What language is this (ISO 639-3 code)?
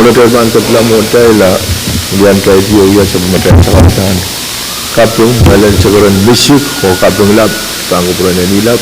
pon